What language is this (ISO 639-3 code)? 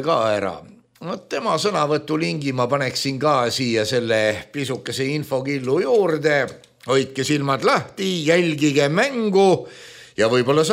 est